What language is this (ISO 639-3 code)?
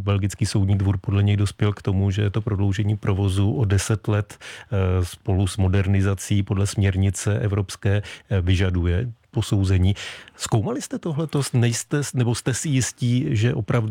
ces